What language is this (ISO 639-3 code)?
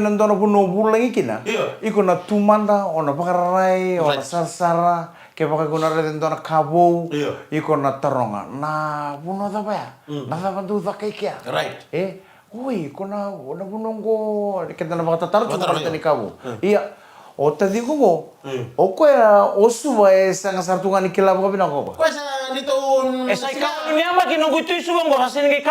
fij